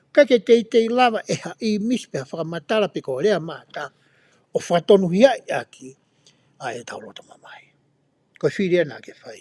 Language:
Tongan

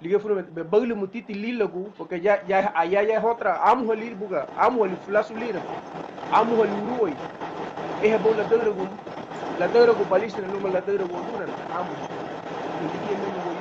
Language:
Garifuna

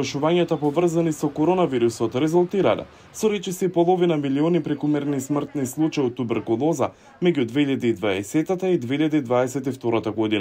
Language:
Macedonian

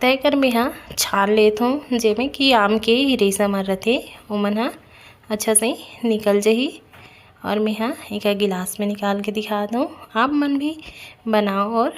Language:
Chhattisgarhi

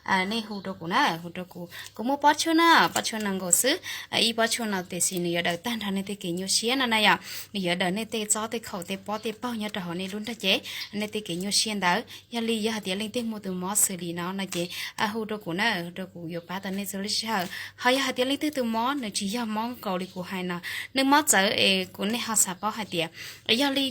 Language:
Hmong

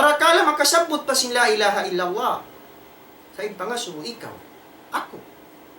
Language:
Tausug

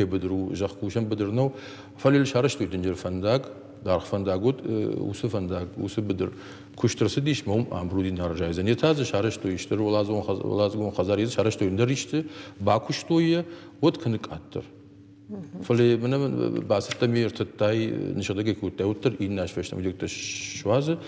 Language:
Ossetic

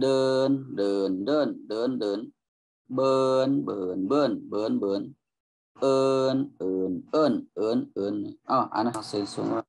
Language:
Shan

